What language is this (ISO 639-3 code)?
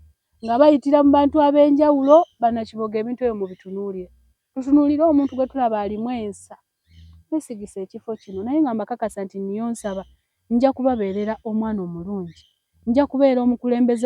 lug